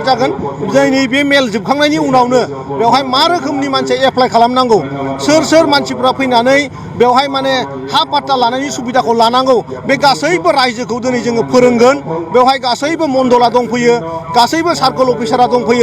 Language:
Bodo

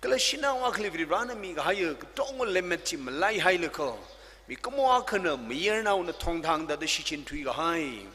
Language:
Tangkhul Naga (India)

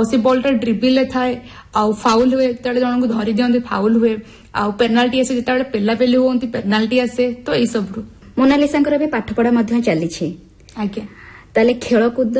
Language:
Odia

